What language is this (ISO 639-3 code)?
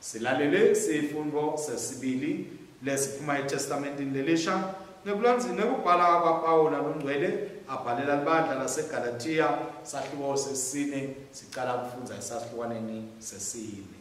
ssw